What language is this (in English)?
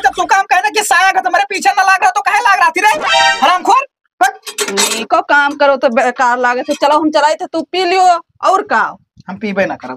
Awadhi